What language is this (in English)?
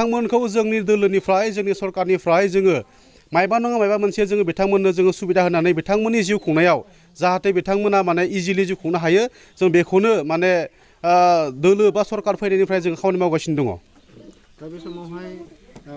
Bodo